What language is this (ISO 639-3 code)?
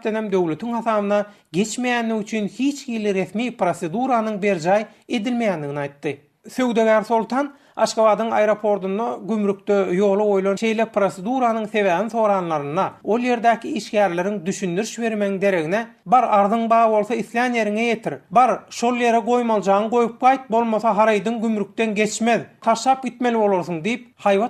tuk